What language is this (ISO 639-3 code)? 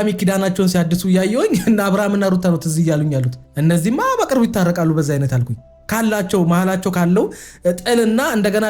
amh